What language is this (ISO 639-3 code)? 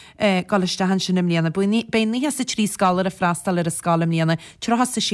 gle